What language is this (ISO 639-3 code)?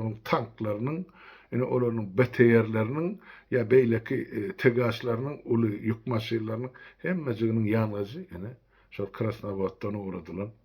tuk